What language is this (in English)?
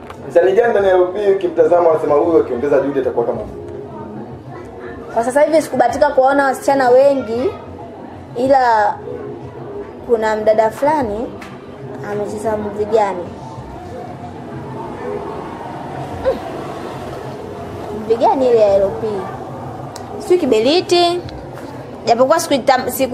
Swahili